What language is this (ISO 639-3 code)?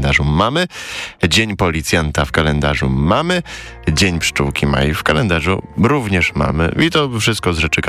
pol